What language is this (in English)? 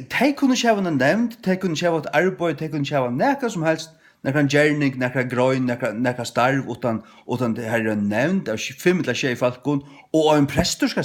Faroese